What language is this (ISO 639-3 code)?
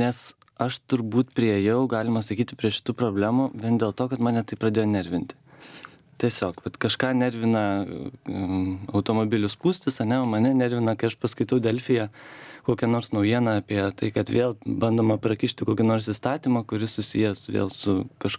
lit